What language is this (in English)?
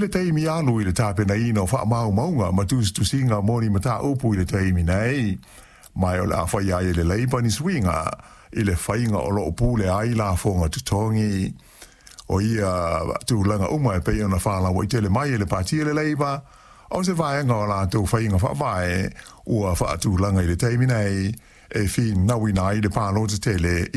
Samoan